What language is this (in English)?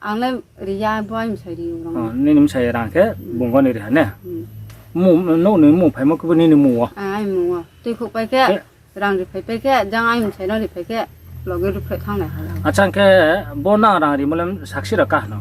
Riang (India)